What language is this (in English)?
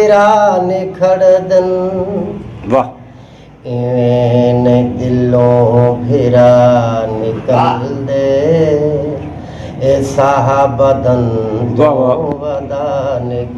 Saraiki